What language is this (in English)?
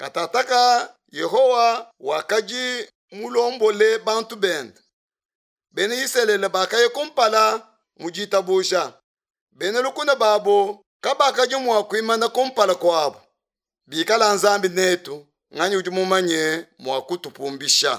Luba-Lulua